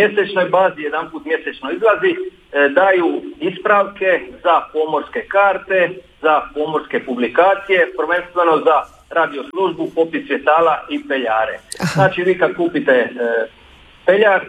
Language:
Croatian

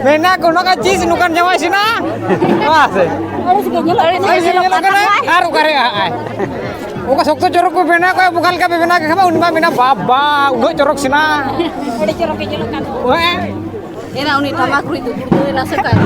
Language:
Santali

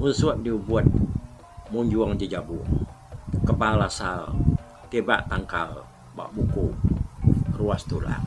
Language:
Iban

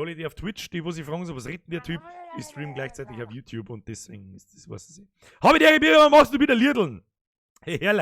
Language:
Bavarian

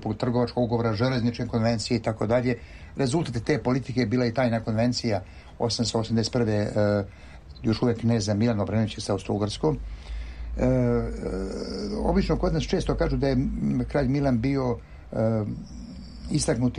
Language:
Serbian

